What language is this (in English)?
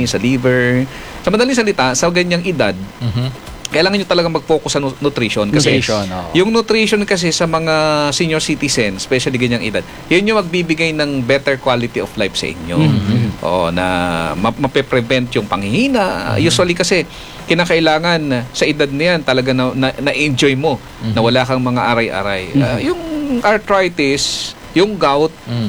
Filipino